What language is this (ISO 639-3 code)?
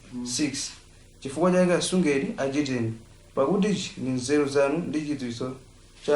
nya